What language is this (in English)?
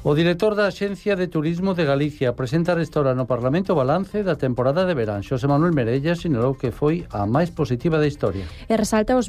Galician